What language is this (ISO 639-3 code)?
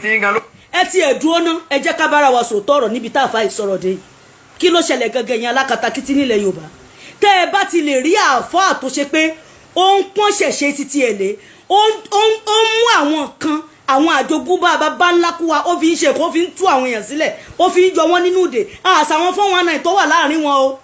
yor